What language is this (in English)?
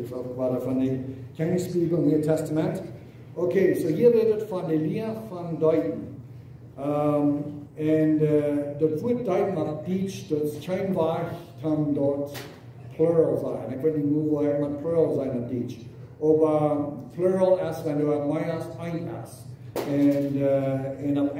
Plautdietsch